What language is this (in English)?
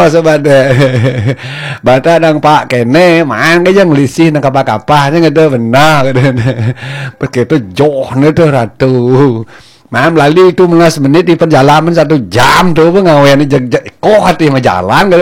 Balinese